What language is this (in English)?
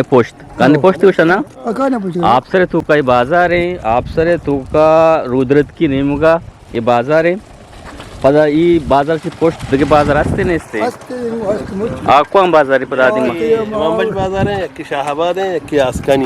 Eastern Balochi